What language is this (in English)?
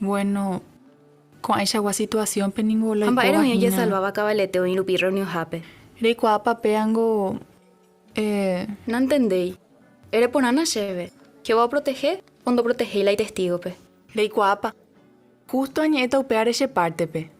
Guarani